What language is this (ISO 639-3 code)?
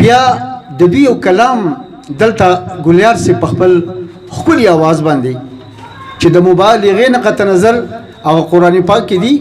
pus